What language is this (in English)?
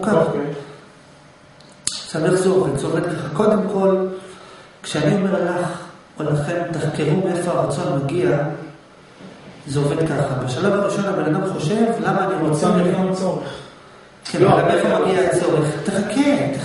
Hebrew